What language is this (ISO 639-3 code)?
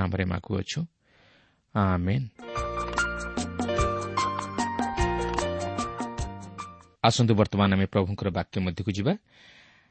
ori